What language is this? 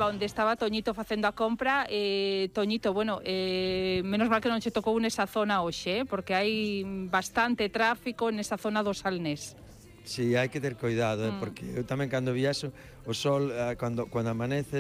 Galician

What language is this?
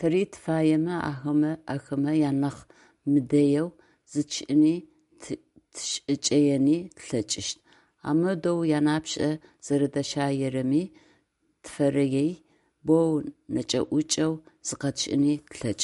Adyghe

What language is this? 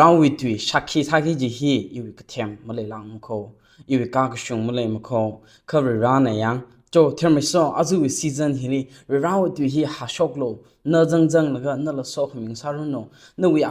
Tangkhul Naga (India)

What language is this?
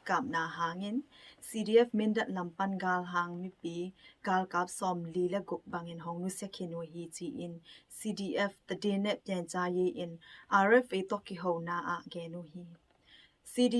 Tedim Chin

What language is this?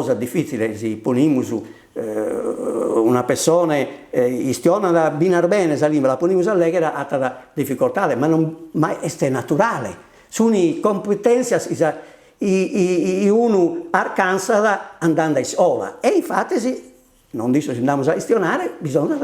Sardinian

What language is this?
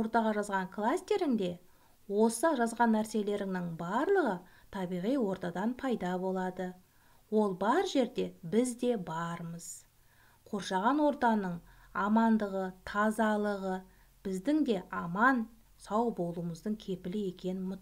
Kazakh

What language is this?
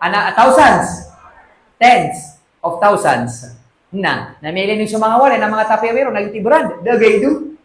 Maranao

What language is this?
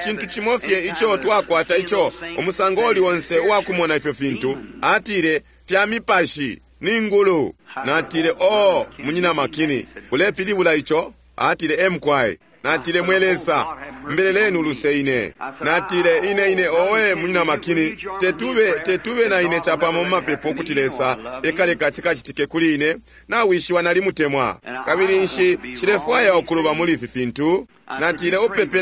Bemba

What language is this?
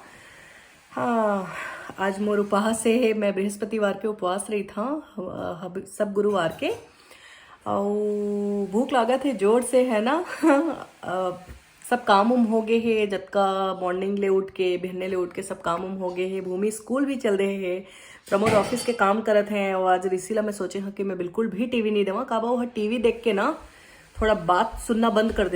Chhattisgarhi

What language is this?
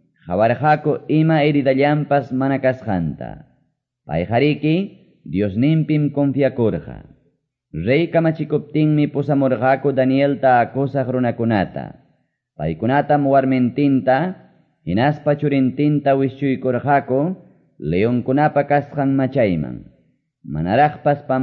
Quechua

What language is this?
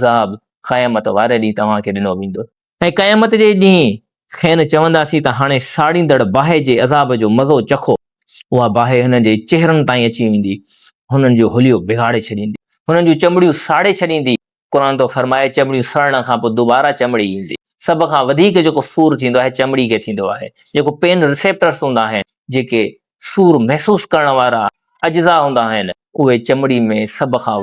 Sindhi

